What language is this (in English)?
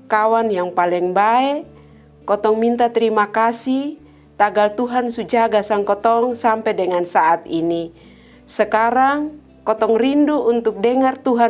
Kupang Malay